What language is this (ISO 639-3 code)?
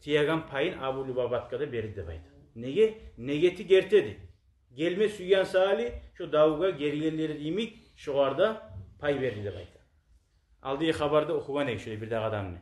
kum